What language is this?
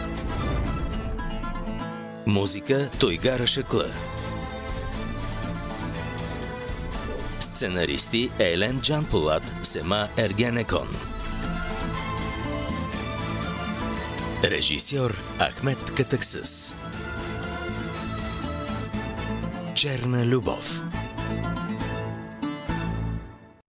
Bulgarian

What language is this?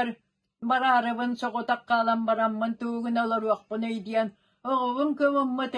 Yakut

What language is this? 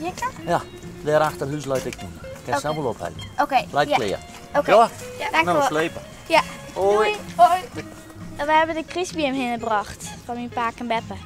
Western Frisian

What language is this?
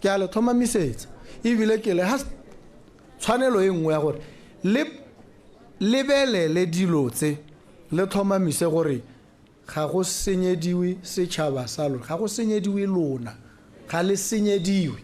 Tswana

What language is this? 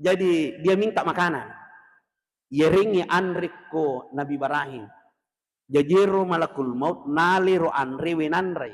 Buginese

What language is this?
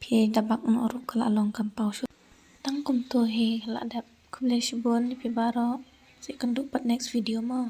Khasi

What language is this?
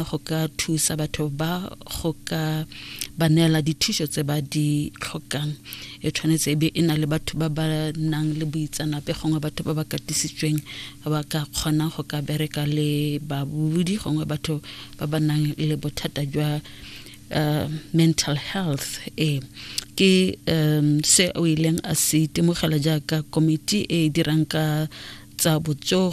Tswana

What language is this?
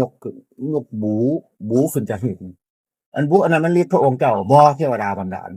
Northeastern Thai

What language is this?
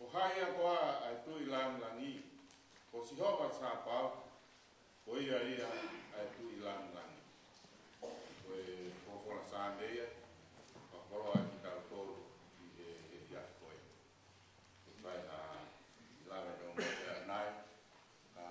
Tongan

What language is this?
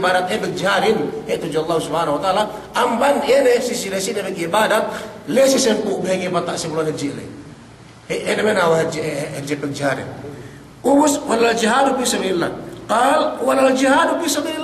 Yakan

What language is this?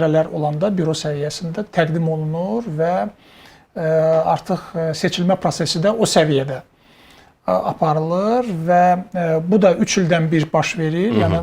Azerbaijani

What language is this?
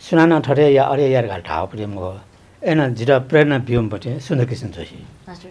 Newari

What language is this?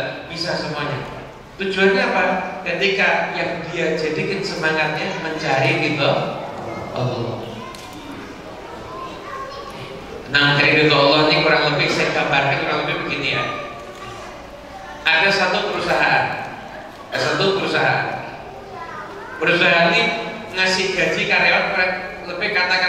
Indonesian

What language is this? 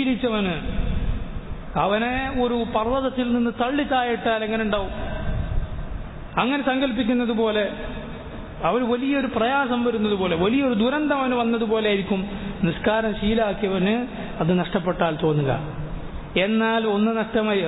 Malayalam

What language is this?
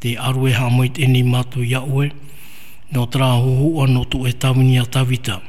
Tahitian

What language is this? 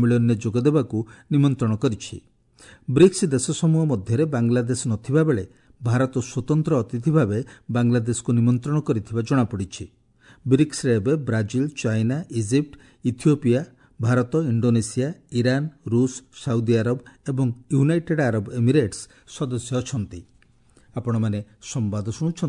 Odia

